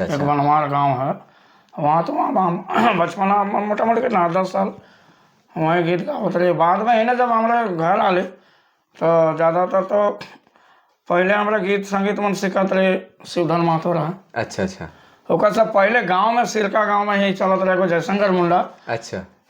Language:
Sadri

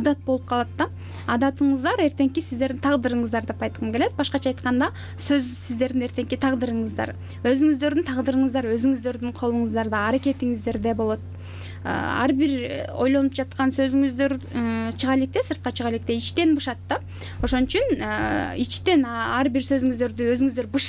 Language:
Kyrgyz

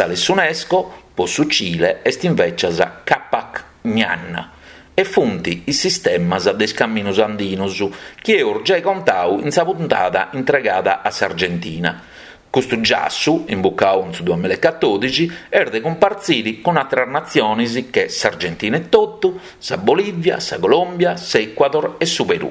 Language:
Sardinian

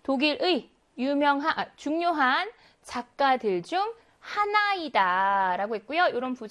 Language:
Korean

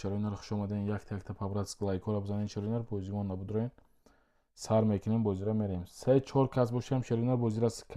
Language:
Tajik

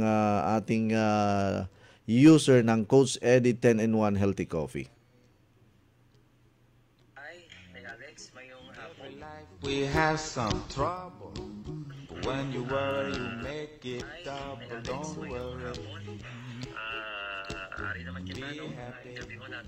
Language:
Filipino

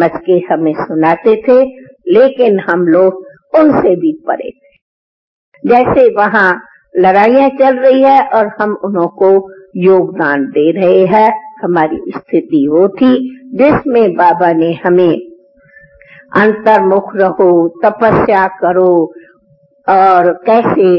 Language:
Hindi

